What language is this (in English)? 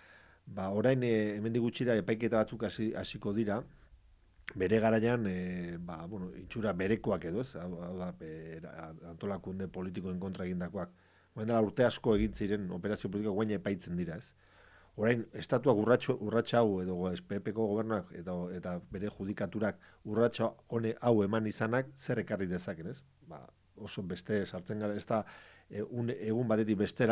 Basque